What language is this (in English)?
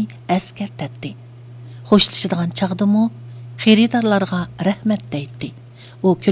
Uyghur